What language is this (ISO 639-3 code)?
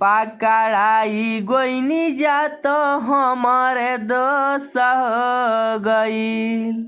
bho